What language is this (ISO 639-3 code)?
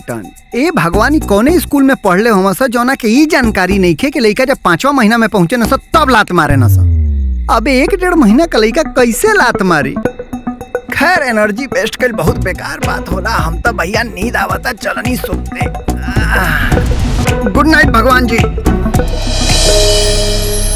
bho